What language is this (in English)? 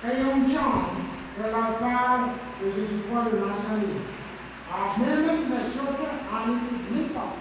Pohnpeian